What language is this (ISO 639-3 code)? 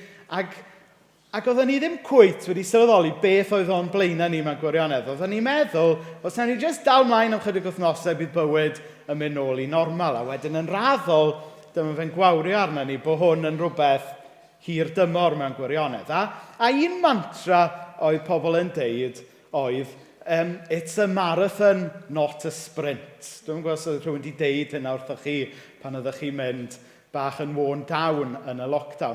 cym